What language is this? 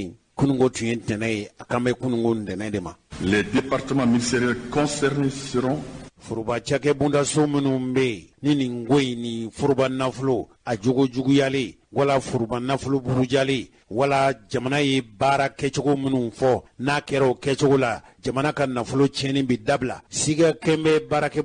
Bambara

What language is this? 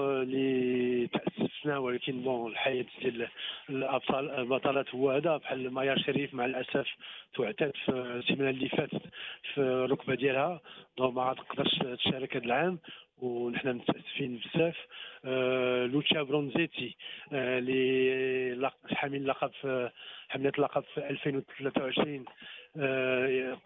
Moroccan Arabic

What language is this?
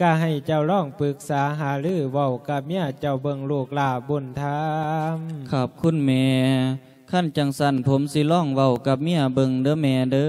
Lao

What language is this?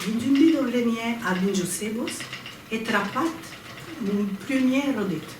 Occitan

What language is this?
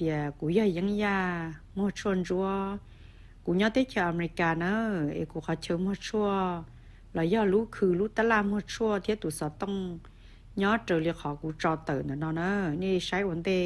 Hmong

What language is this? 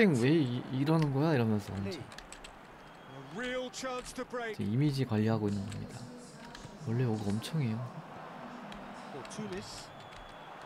Korean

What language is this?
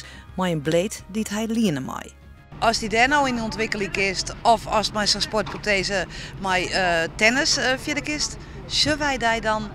Western Frisian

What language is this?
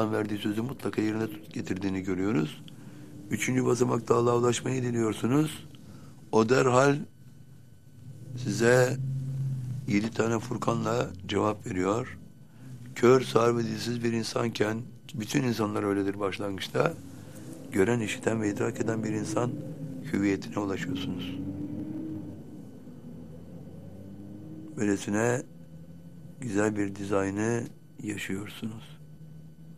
Turkish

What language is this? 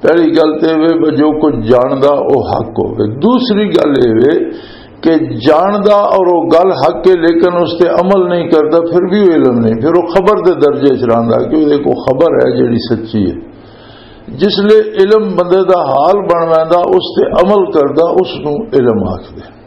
Western Panjabi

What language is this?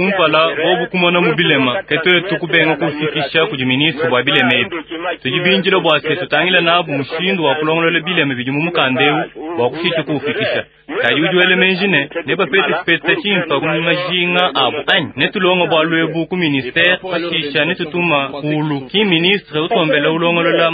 Luba-Lulua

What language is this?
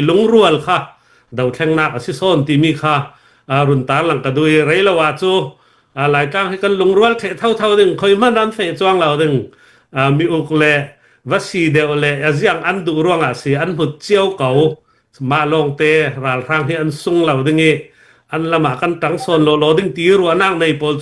Falam Chin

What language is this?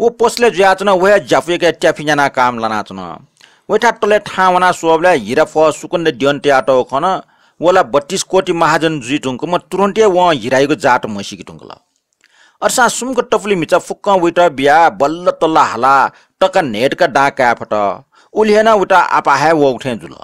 Newari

